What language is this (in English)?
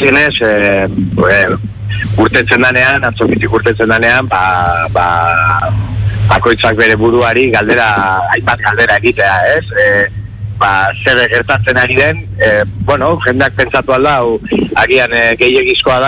Basque